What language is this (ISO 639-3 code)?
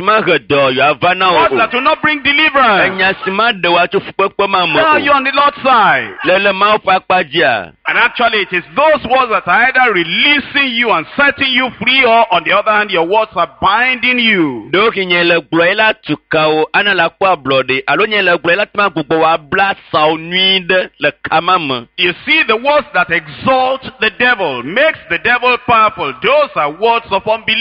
ewe